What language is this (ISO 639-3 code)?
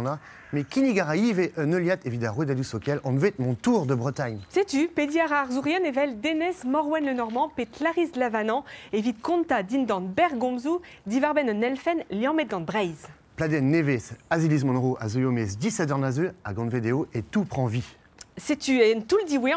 bre